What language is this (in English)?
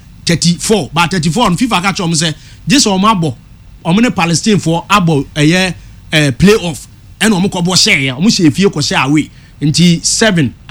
Akan